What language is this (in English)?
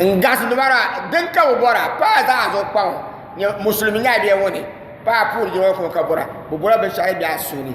Dagbani